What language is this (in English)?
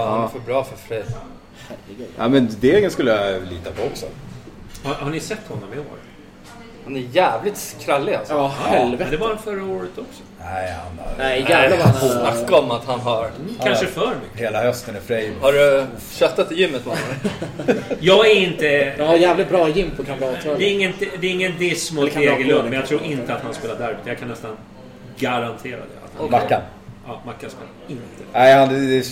Swedish